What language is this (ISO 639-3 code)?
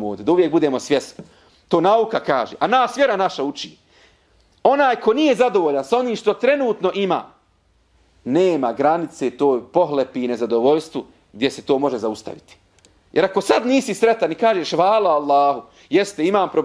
bos